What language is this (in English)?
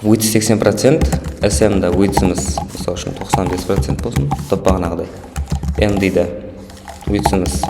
Kara-Kalpak